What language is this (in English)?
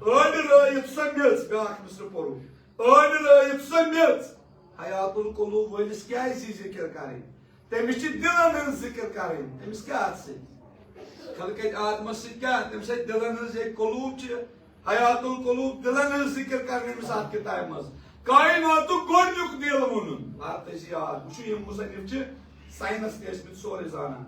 Kashmiri